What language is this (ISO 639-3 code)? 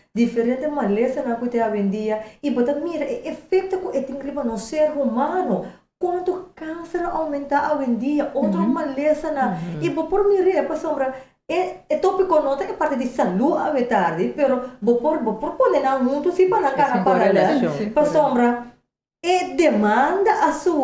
pap